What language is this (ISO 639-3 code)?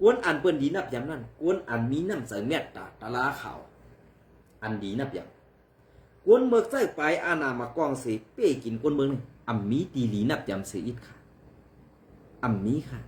shn